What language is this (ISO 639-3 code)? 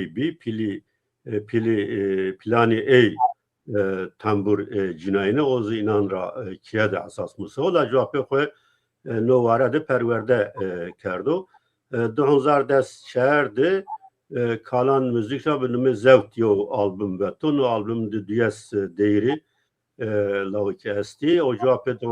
zza